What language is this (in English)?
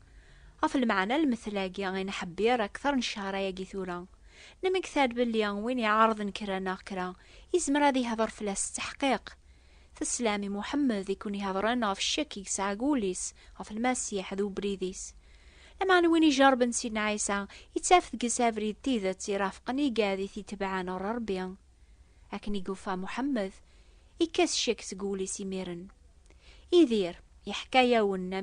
Kabyle